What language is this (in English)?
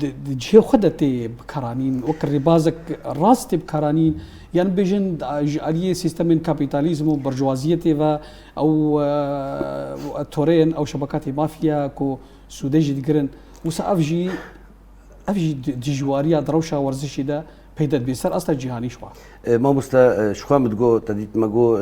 Kurdish